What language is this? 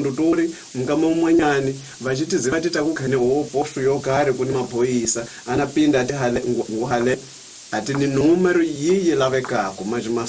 Tsonga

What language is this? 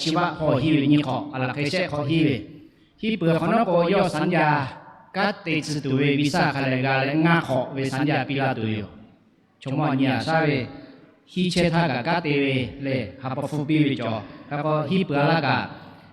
Lahu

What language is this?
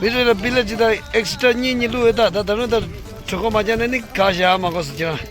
Tibetan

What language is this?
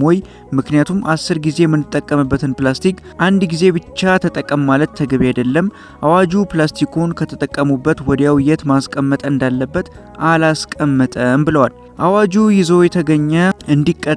Amharic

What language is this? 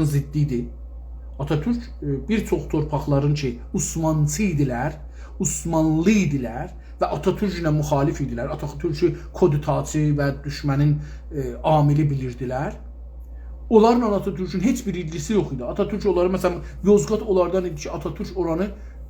South Azerbaijani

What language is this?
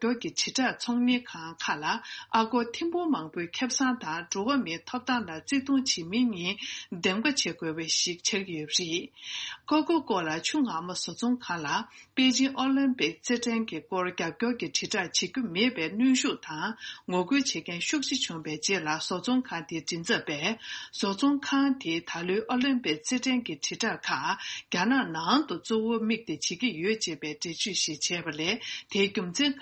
Tibetan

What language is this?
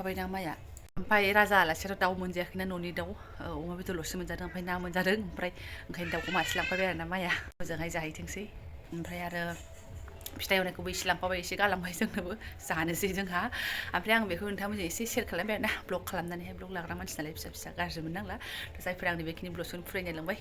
Bodo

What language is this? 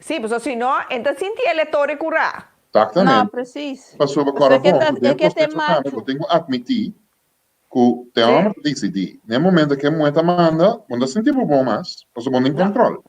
Papiamento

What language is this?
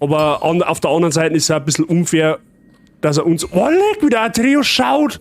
Bavarian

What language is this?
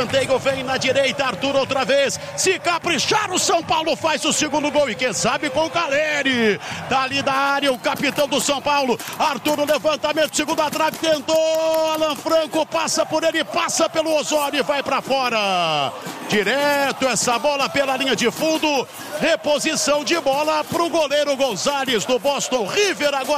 Portuguese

